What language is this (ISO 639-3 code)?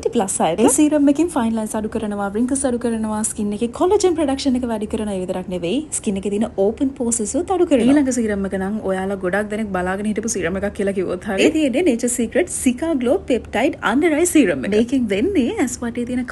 sin